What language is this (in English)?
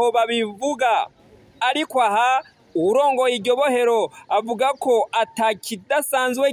Rundi